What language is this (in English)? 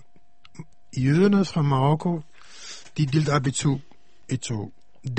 Danish